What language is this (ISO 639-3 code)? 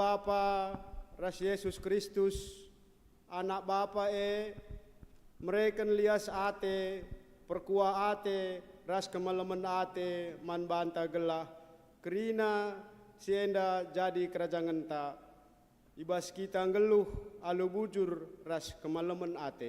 btx